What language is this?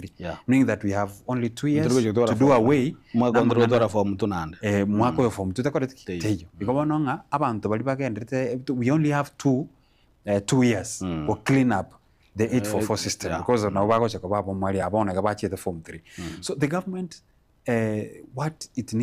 Gusii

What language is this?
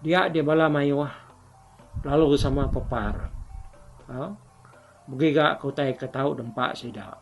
Iban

